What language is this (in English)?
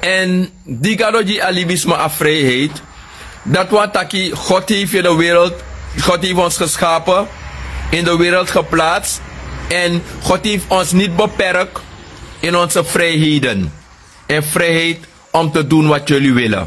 Sranan Tongo